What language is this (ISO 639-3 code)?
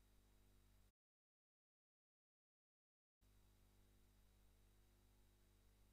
mar